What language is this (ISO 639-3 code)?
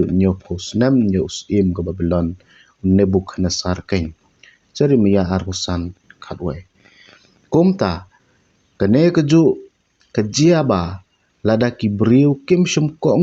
kha